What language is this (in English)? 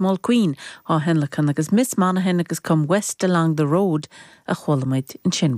Irish